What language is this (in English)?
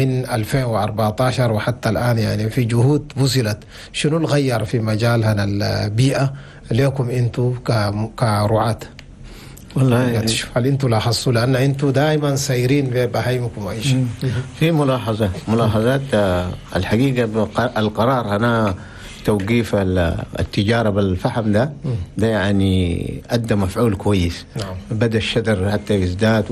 Chadian Arabic